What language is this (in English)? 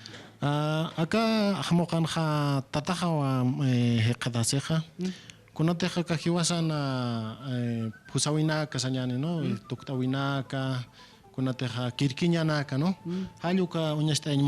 Aymara